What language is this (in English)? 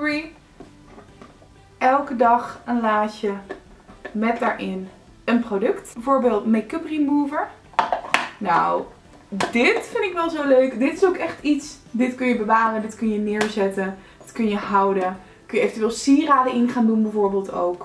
Dutch